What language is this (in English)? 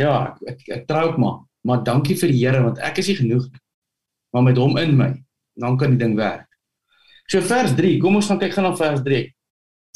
Afrikaans